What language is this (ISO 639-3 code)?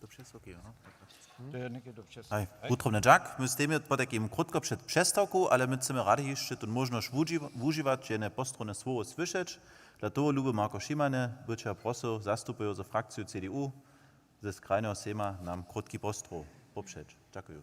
hsb